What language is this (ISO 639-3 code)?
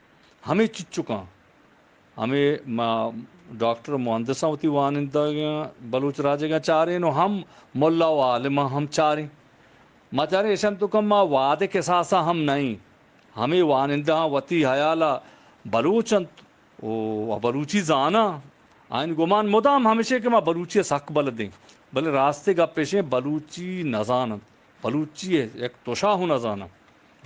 bgp